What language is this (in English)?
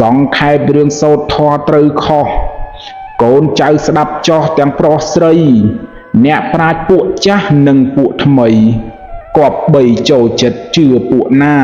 Khmer